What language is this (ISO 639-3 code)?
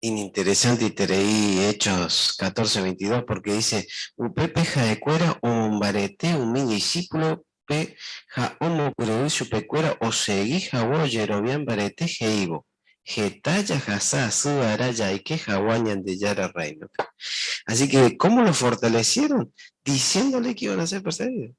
grn